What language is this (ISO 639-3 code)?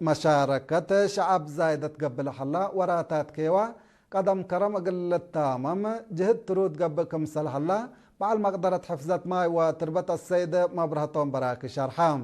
tig